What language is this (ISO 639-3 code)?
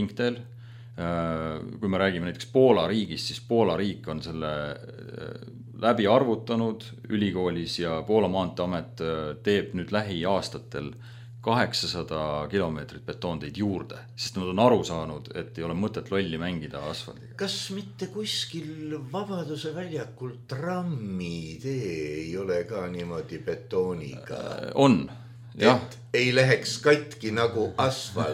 est